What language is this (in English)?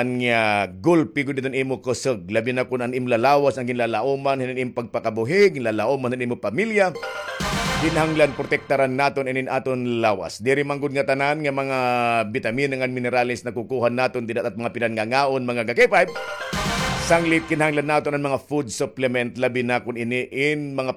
Waray